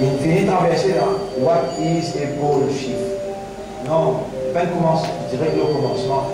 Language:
Morisyen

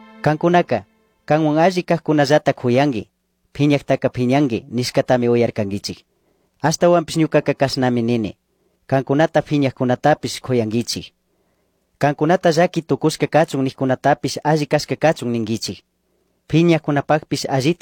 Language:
Chimborazo Highland Quichua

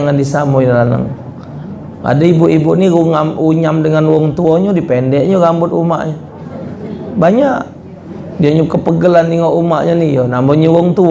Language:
Musi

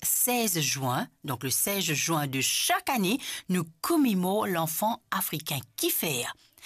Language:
Morisyen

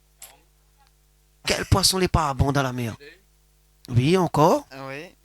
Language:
Réunion Creole French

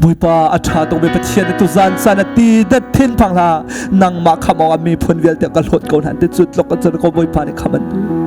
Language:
Hakha Chin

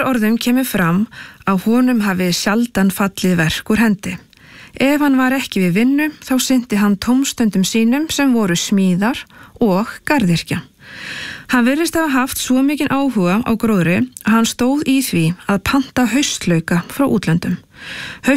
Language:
Icelandic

